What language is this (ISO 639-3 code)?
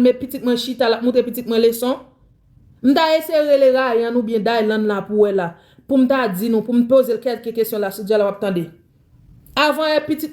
hat